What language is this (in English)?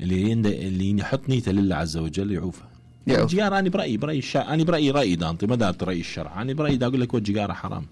Mesopotamian Arabic